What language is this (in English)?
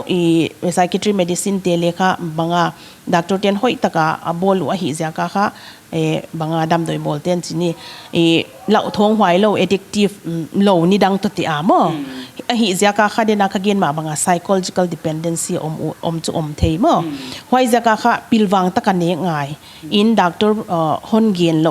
Paite Chin